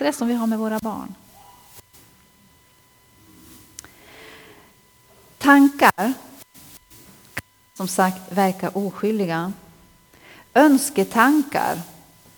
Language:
Swedish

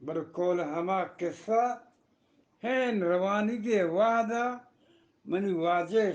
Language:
Eastern Balochi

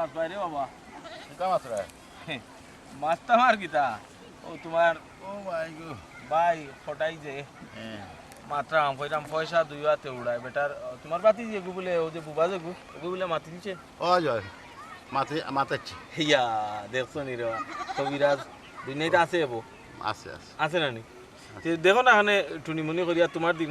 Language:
Sylheti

